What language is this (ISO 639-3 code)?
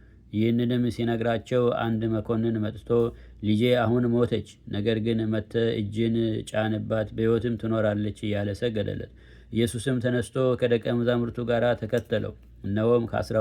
amh